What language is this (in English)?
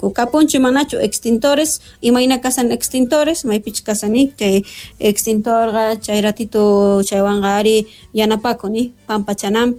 Quechua